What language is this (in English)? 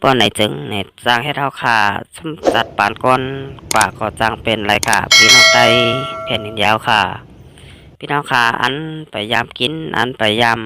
Shan